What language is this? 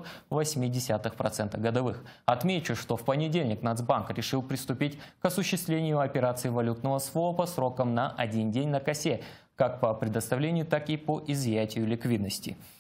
Russian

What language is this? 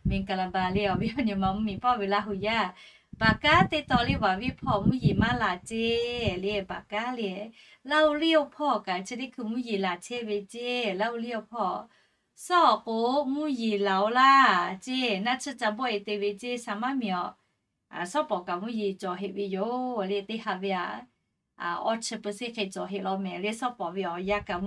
Lahu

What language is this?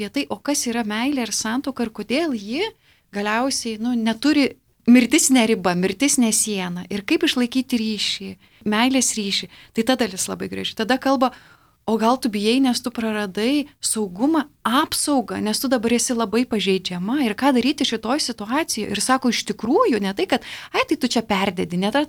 Lithuanian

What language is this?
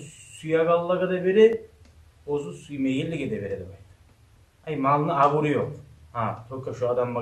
Kumyk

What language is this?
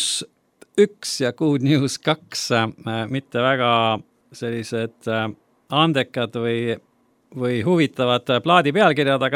Estonian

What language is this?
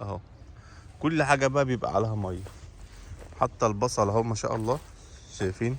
Egyptian Arabic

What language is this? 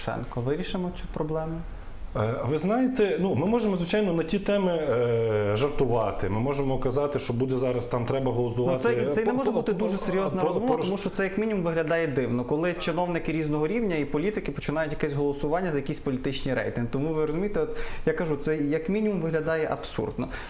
Ukrainian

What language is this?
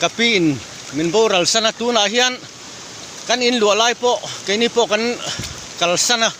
Mizo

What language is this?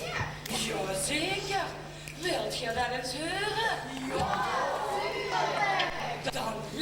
Limburgish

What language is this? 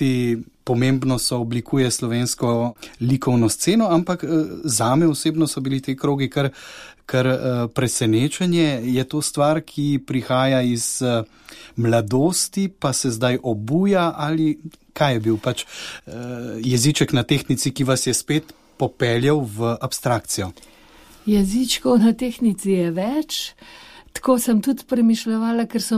Slovenian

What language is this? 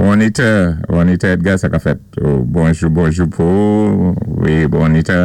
Saint Lucian Creole French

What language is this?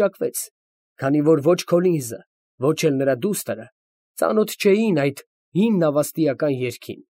Armenian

